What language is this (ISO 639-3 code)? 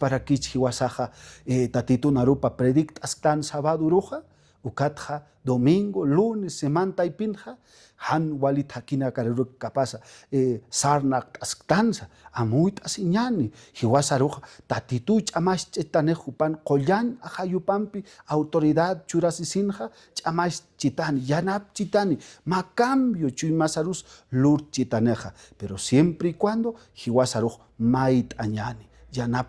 aym